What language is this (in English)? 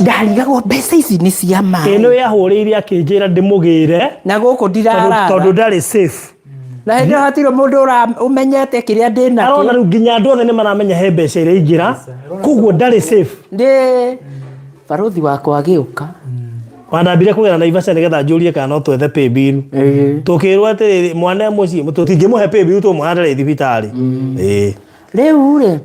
Kikuyu